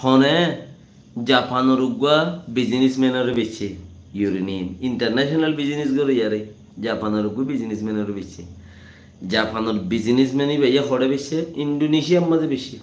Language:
Rohingya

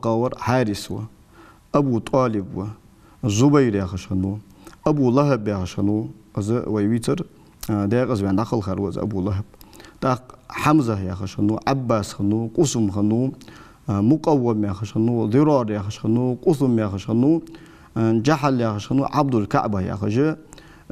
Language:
Ingush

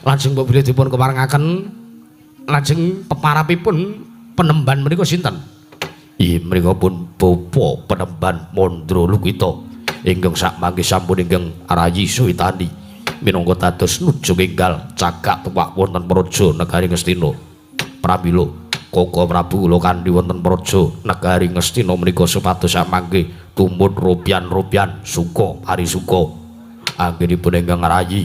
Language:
Javanese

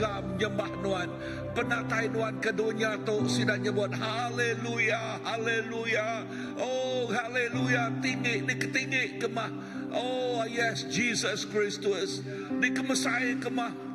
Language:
Iban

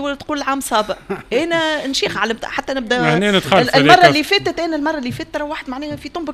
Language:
Tunisian Arabic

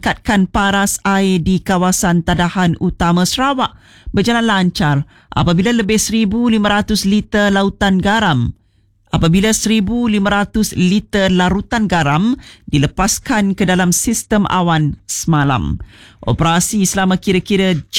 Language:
Malay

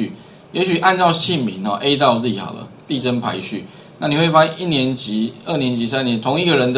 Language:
Chinese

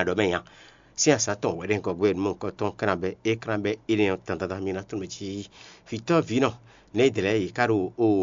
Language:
Fon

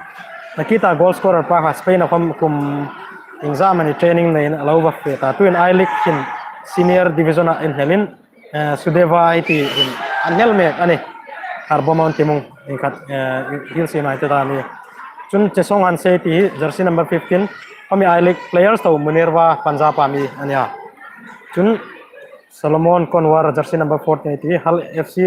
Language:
Hmar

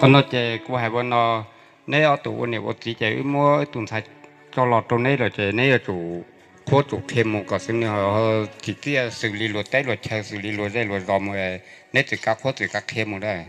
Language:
Hmong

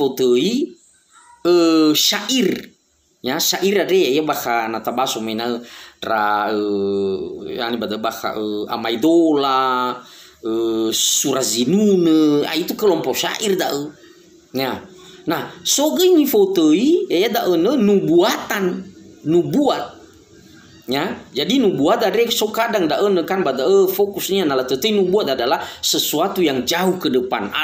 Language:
Nias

